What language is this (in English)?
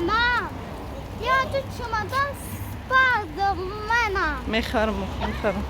Tajik